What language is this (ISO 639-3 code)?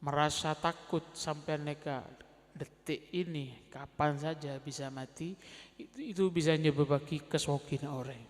mad